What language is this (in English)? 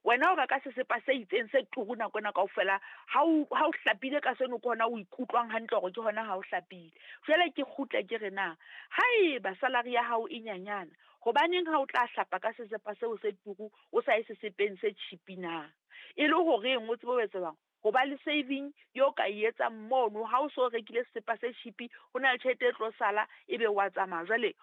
Southern Sotho